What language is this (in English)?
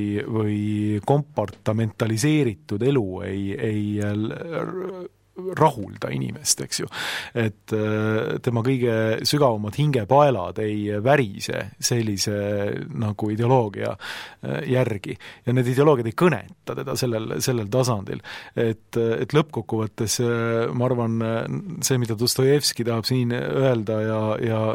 Estonian